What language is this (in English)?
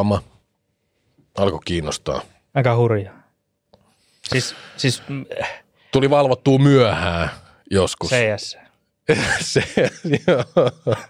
Finnish